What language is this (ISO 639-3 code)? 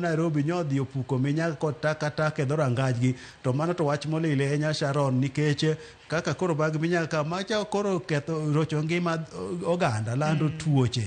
luo